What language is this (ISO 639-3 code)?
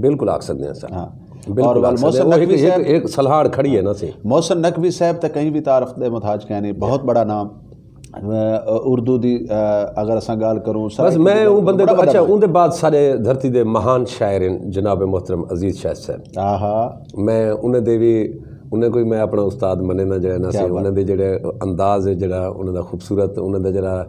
skr